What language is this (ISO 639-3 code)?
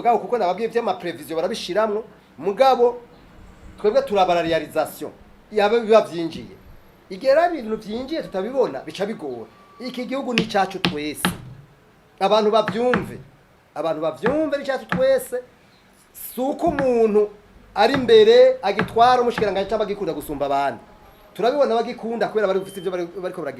run